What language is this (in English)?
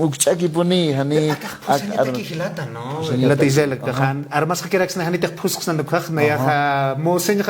Aymara